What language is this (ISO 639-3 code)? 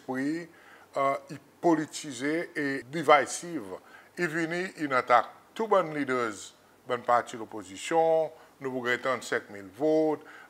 crs